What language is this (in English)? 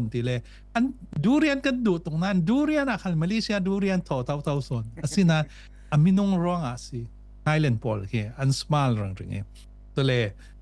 Falam Chin